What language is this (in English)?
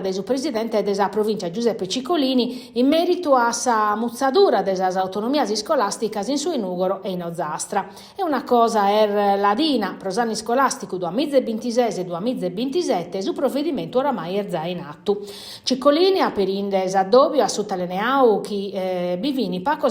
Sardinian